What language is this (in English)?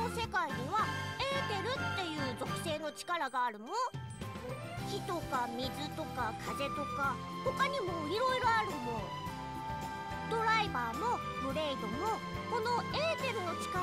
Japanese